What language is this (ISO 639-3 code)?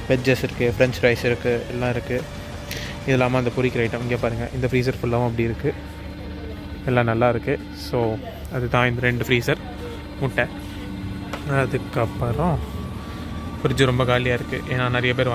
tam